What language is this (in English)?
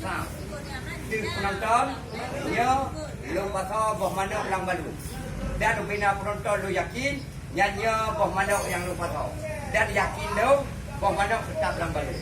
Achinese